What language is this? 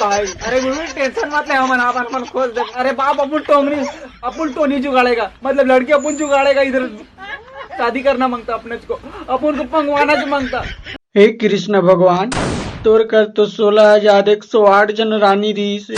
Chhattisgarhi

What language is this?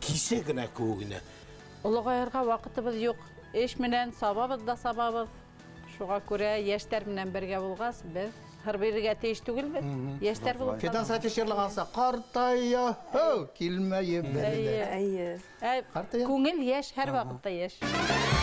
Bashkir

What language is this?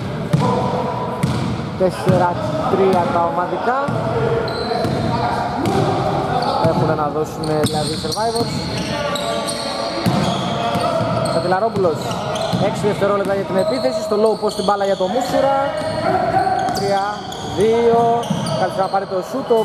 Greek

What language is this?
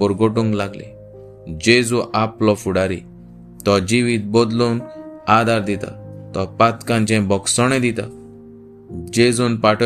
Konkani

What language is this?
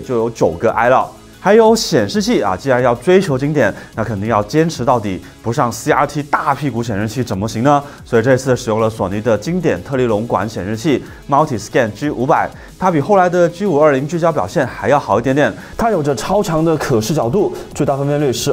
Chinese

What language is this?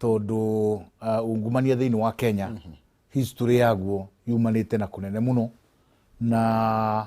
Kikuyu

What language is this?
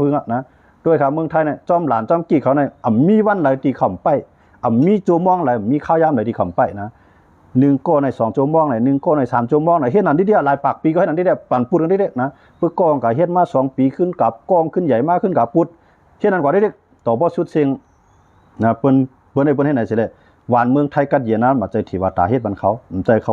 Shan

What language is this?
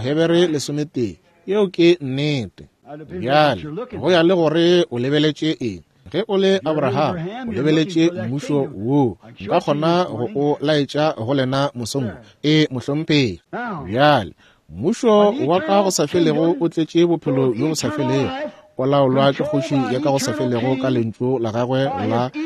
Northern Sotho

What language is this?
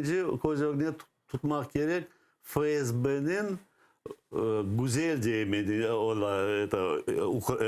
Crimean Tatar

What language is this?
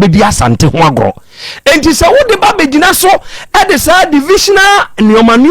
Akan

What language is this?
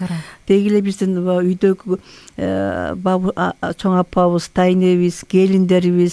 Kyrgyz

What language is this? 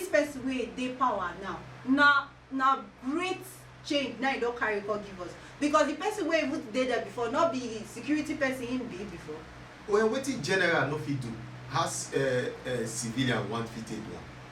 Nigerian Pidgin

